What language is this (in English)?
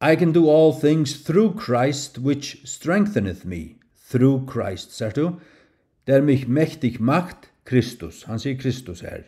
Faroese